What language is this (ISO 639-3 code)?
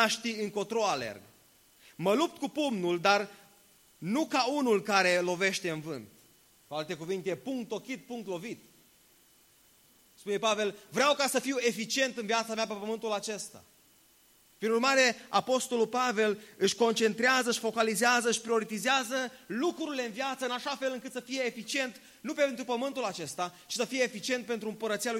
ron